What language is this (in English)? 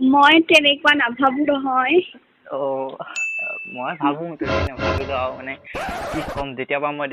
Assamese